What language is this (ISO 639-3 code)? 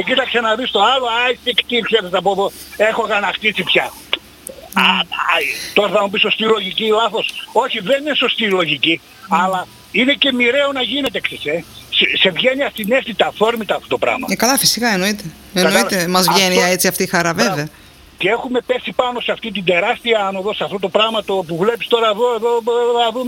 ell